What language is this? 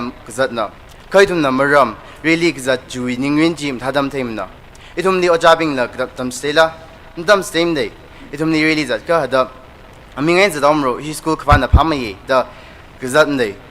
Tangkhul Naga (India)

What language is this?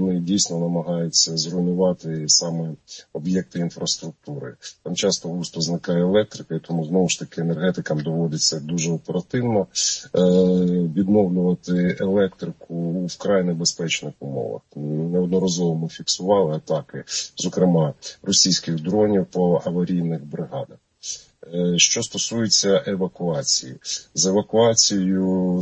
Ukrainian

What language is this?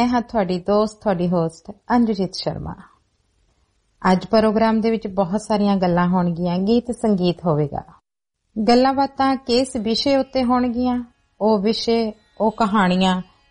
Punjabi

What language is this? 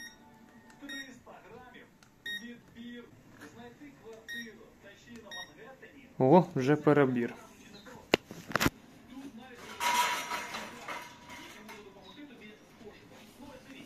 Ukrainian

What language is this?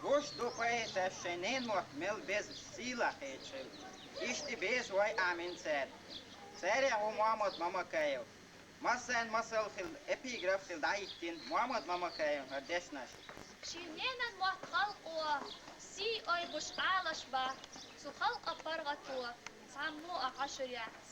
Chechen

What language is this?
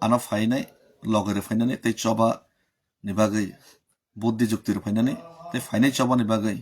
Kok Borok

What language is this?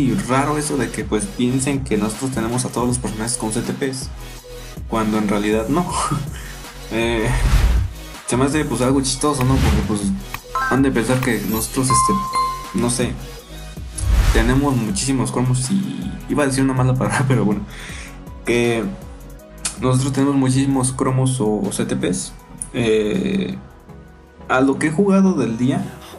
Spanish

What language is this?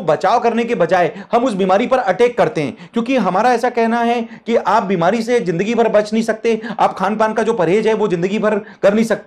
Hindi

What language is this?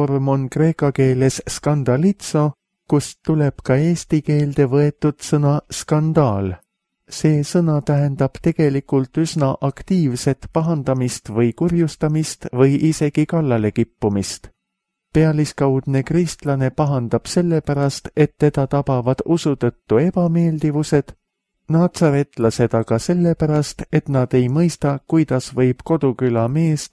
Estonian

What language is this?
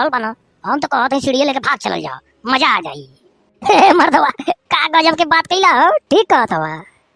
Bhojpuri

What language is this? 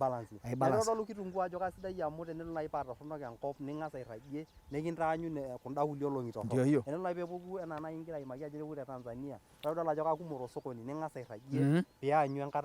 Masai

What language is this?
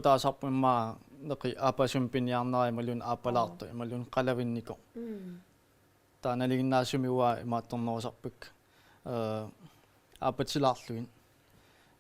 Kalaallisut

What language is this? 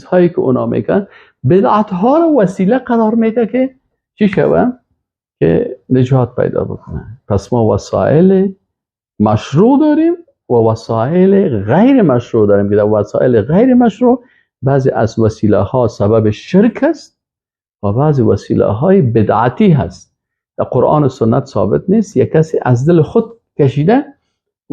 Persian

